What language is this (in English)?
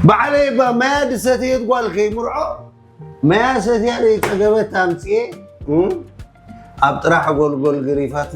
Tigrinya